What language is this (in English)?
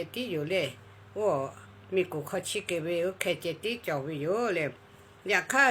Lahu